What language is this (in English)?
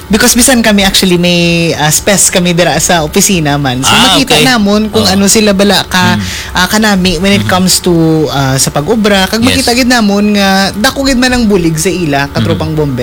Hiligaynon